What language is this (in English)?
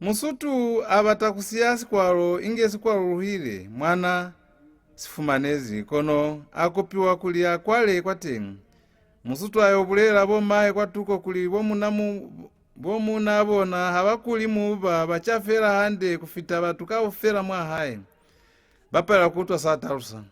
Lozi